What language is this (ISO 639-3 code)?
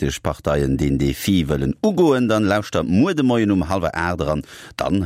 ltz